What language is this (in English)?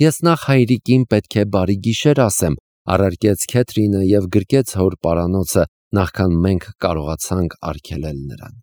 Armenian